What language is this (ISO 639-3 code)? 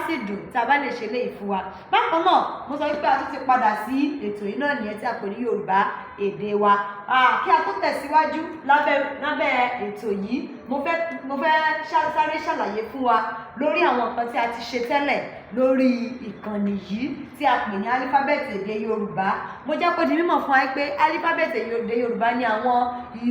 yor